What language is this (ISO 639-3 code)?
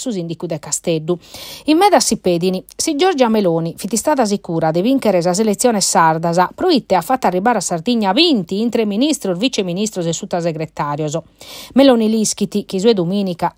srd